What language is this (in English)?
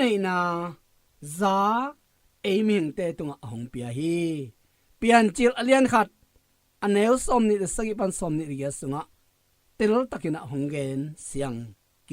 Tedim Chin